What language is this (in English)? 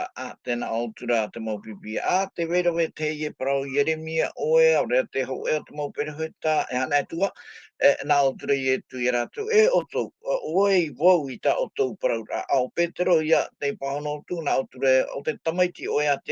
Tahitian